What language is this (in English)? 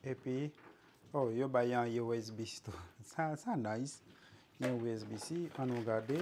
Haitian Creole